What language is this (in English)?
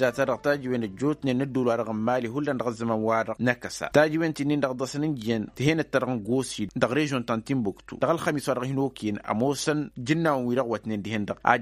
Tamasheq